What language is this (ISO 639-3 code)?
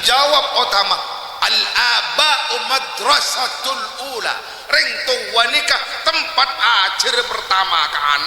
mad